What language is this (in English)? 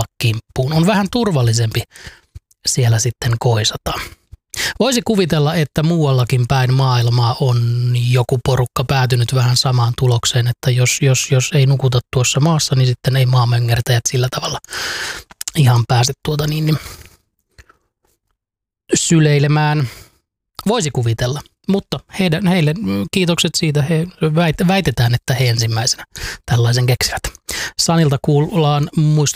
Finnish